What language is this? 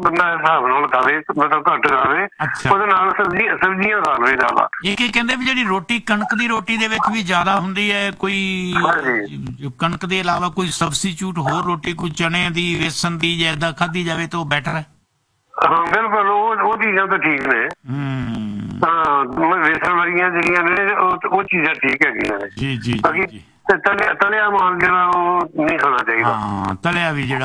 Punjabi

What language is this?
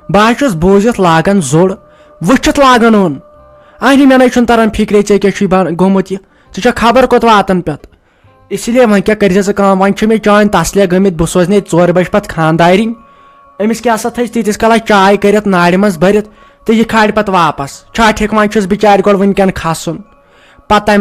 Kashmiri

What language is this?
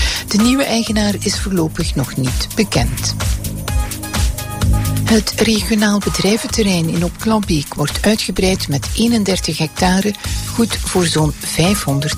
Dutch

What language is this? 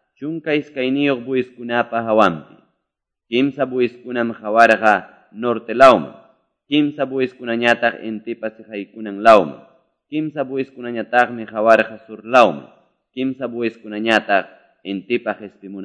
Quechua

